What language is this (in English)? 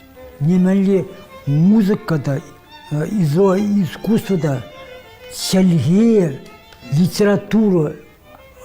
Chuvash